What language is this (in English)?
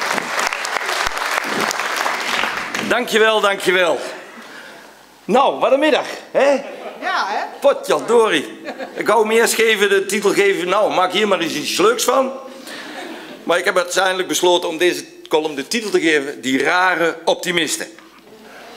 Dutch